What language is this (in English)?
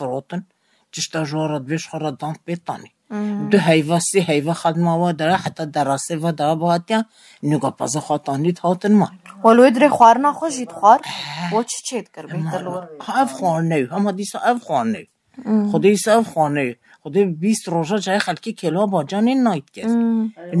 Kurdish